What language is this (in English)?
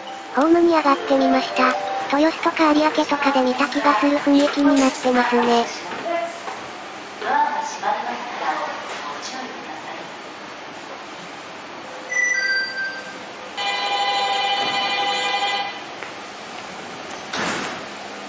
Japanese